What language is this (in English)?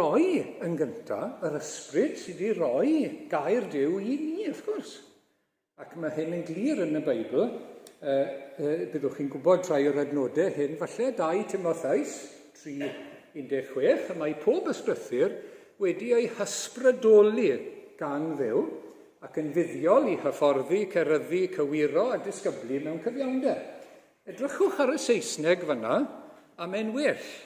Welsh